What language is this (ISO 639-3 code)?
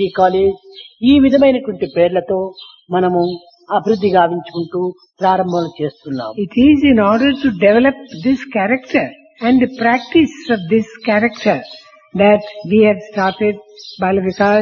tel